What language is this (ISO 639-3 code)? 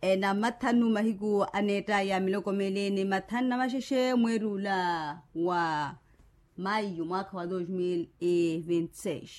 vmw